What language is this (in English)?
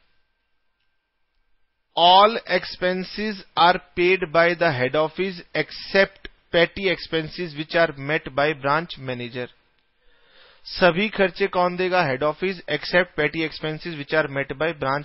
Hindi